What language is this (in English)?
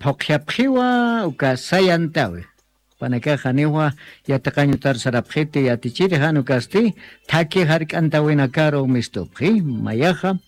Aymara